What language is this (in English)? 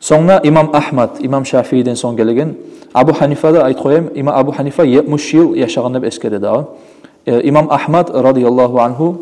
Kumyk